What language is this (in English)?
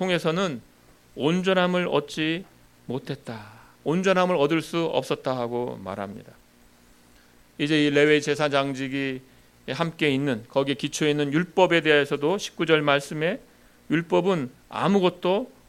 Korean